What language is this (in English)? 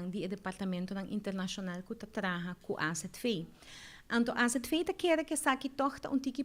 Papiamento